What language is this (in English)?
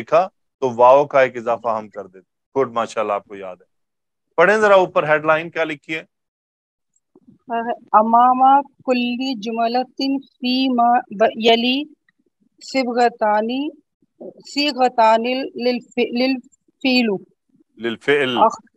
Urdu